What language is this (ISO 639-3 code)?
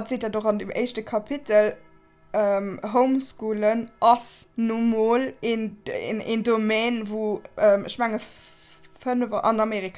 ltz